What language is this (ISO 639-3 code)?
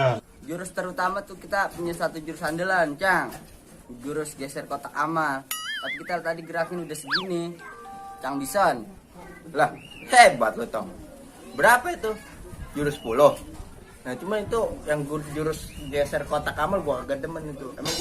bew